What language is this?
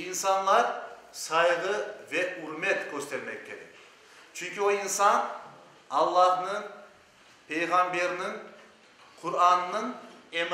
Crimean Tatar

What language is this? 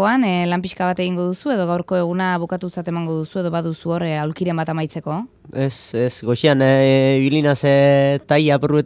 Basque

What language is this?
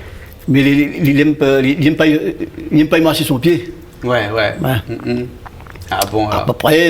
Réunion Creole French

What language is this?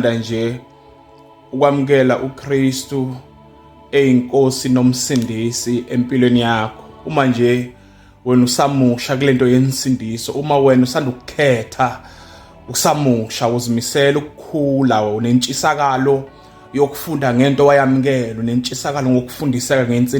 Zulu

